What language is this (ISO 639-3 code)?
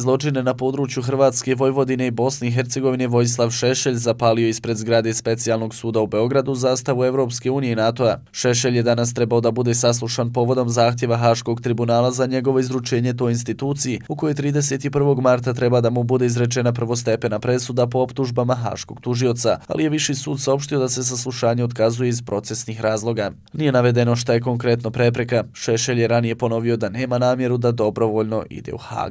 bos